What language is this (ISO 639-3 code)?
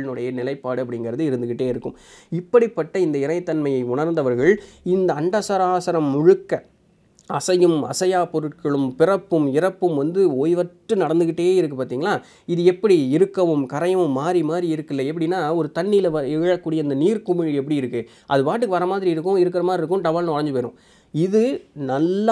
tam